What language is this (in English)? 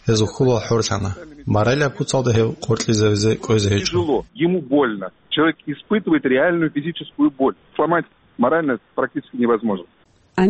Avaric